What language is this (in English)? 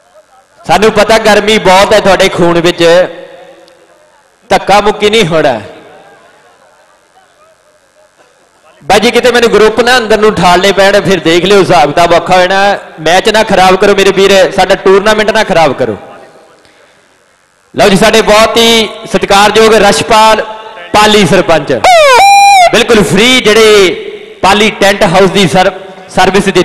Punjabi